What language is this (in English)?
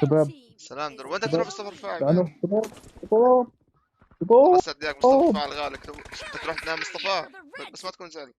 North Levantine Arabic